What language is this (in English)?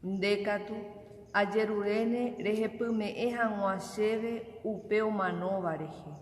Guarani